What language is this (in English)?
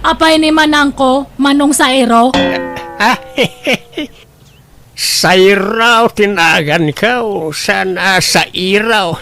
Iloko